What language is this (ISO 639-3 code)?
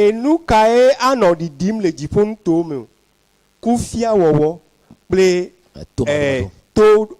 ewe